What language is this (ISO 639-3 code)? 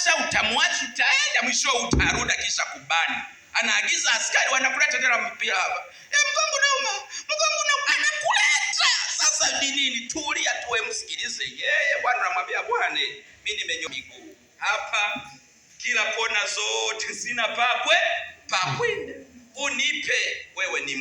swa